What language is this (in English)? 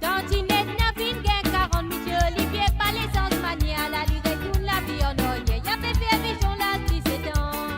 Morisyen